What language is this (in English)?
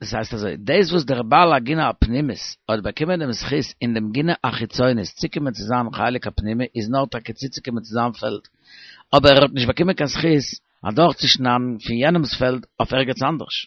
Yiddish